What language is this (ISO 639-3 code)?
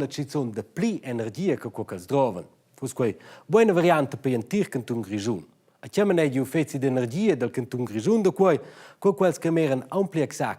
roh